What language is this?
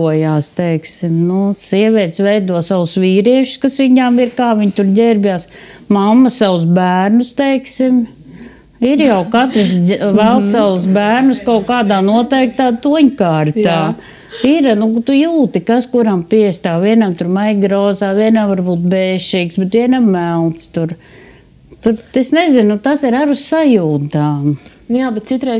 Latvian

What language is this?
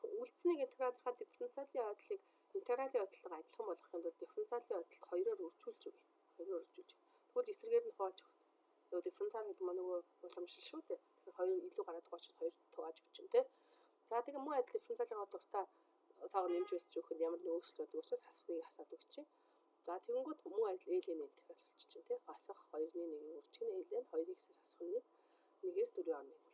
Mongolian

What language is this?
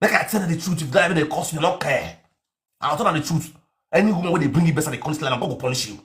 Nigerian Pidgin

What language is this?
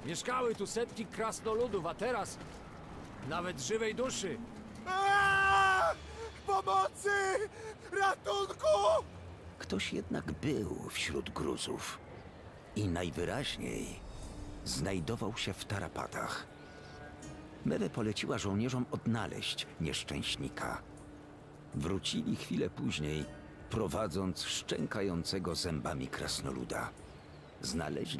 Polish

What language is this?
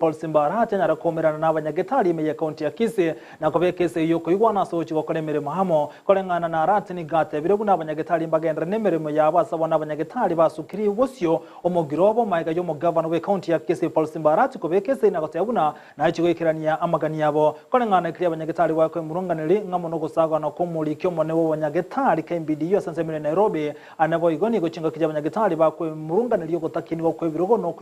Gusii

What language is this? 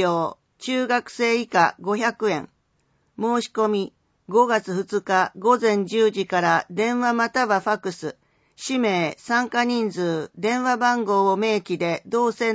Japanese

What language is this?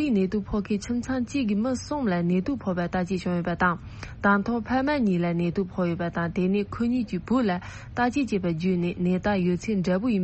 Tibetan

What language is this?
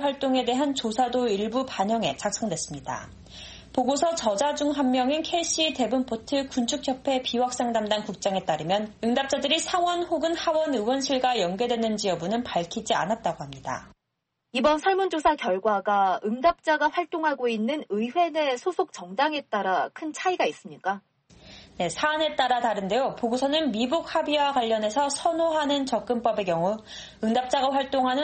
Korean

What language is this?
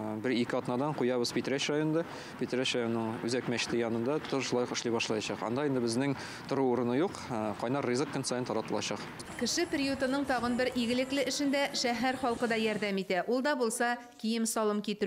Tatar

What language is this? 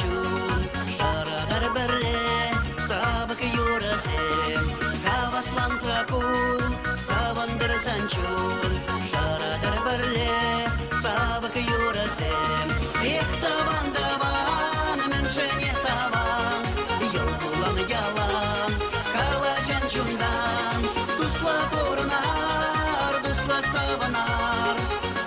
Chuvash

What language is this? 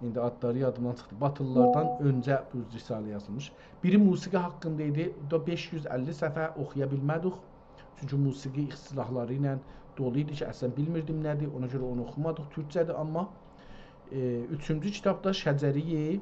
South Azerbaijani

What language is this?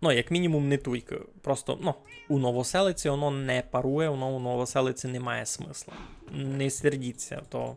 Rusyn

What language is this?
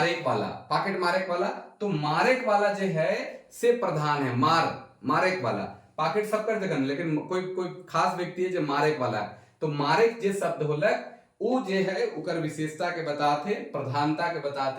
Sadri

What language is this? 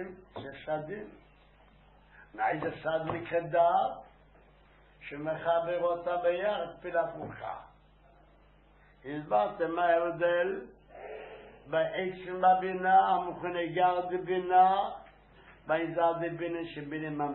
Hebrew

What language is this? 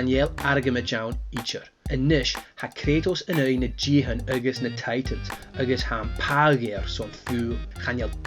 Scottish Gaelic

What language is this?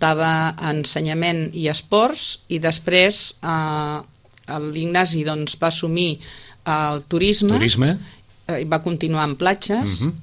Catalan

